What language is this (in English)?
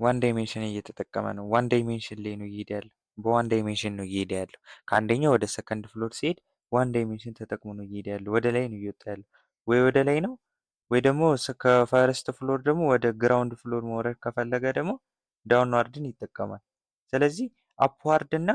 Amharic